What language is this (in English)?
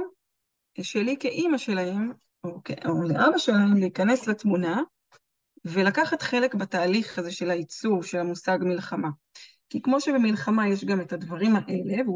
Hebrew